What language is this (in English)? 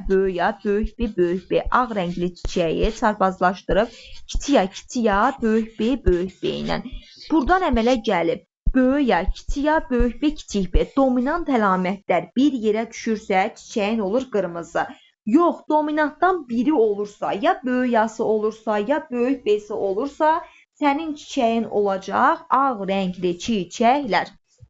Azerbaijani